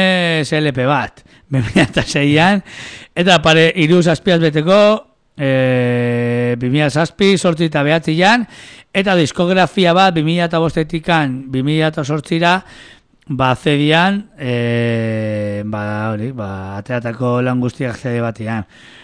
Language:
Basque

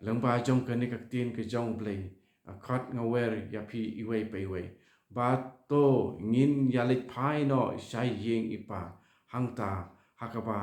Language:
Khasi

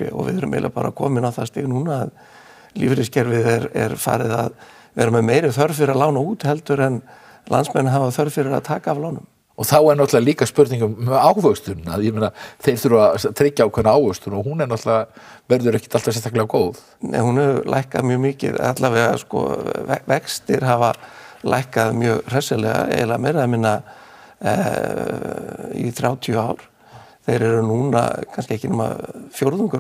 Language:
Icelandic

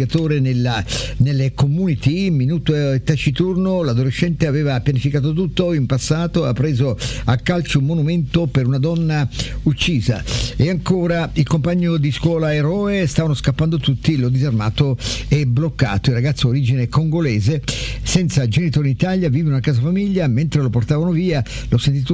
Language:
Italian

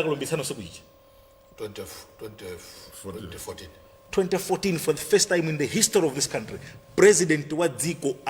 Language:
Nyanja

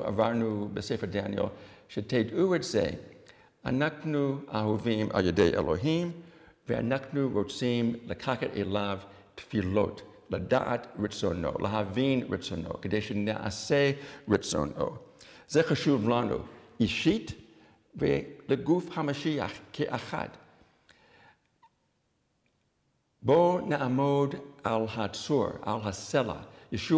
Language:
Hebrew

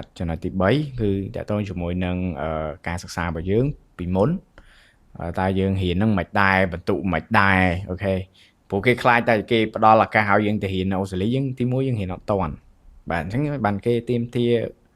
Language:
Khmer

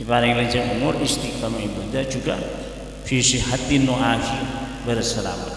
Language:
Madurese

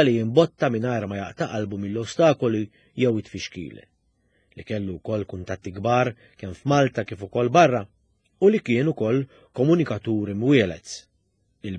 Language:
Maltese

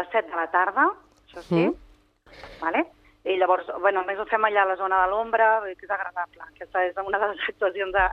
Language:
Catalan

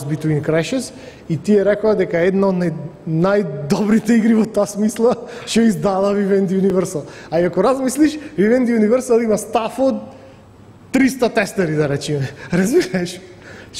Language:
Macedonian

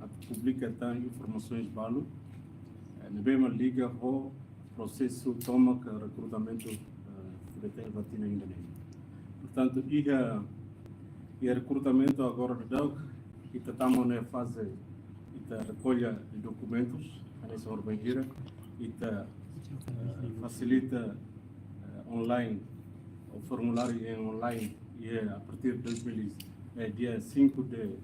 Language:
Tetum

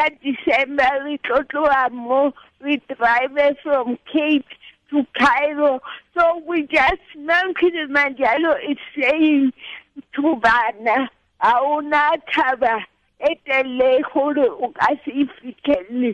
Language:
Tswana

